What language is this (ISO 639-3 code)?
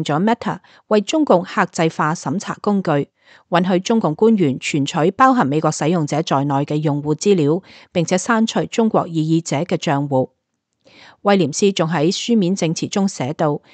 yue